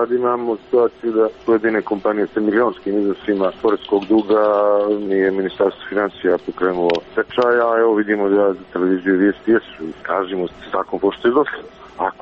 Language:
Serbian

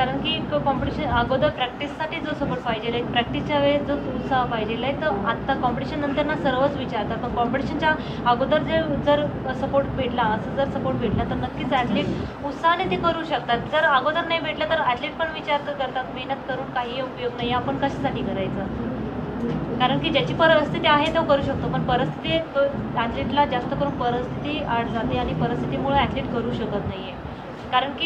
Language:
Marathi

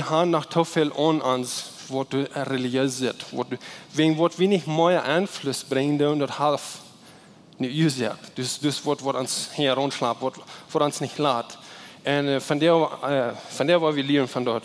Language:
Plautdietsch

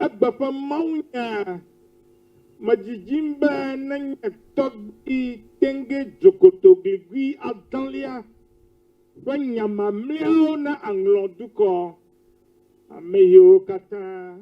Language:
Ewe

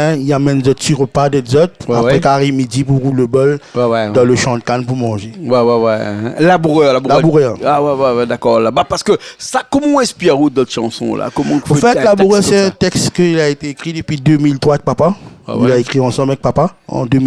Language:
Réunion Creole French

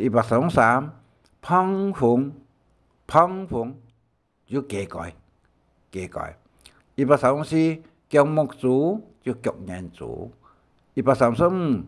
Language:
Hakka Chinese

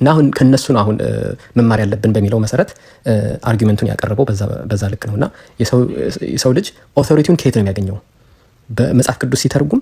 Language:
Amharic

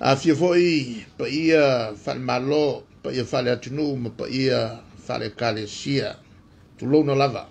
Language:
Samoan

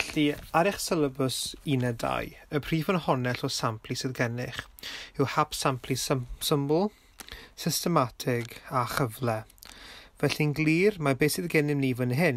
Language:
Welsh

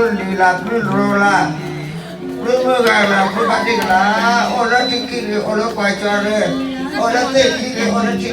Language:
S'gaw Karen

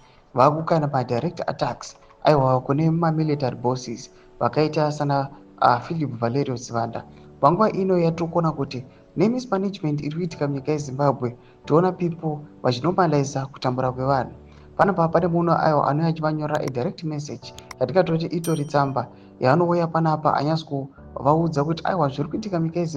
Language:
Shona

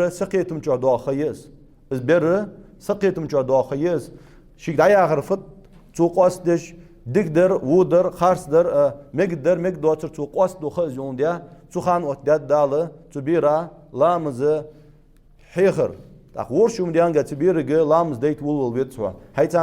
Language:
Ingush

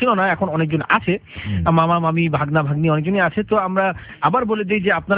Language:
Bangla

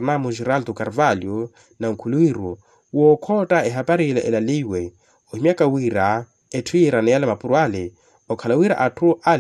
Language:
Makhuwa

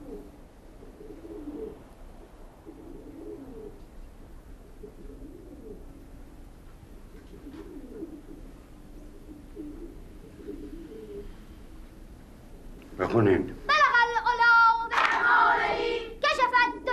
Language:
Persian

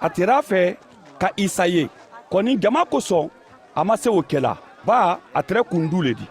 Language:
Mandingo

